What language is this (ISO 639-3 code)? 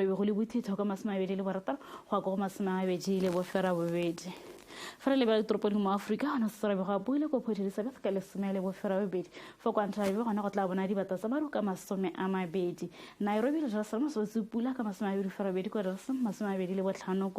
tsn